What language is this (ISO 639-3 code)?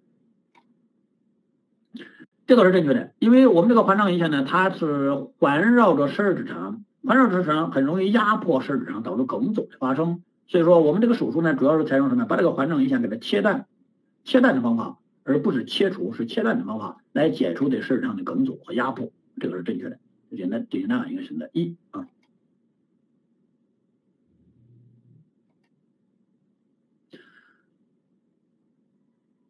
zho